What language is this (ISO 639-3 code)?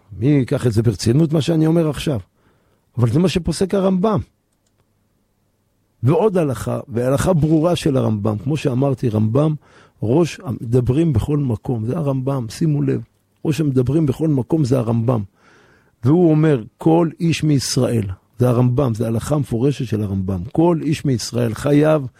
heb